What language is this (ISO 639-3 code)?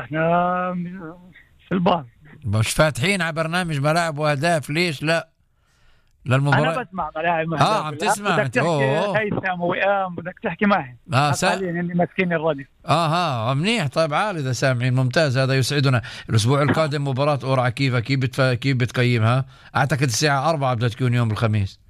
apc